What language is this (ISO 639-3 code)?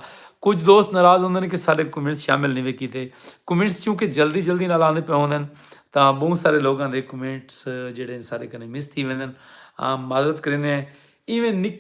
skr